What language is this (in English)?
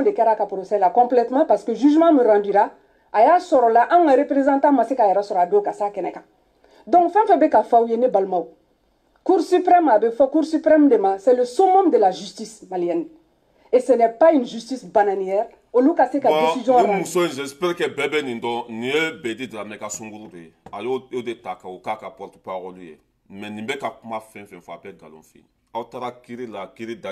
Bambara